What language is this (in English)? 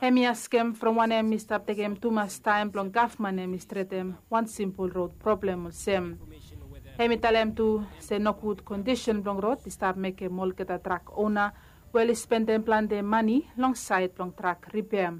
Bislama